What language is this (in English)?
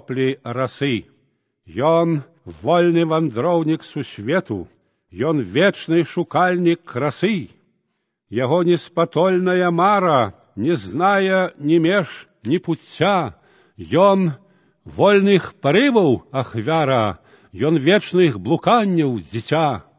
Belarusian